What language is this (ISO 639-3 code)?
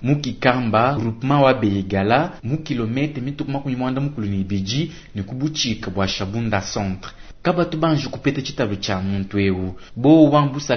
lua